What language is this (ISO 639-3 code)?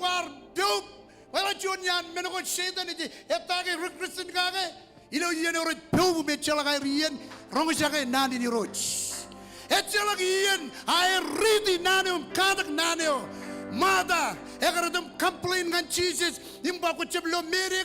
mah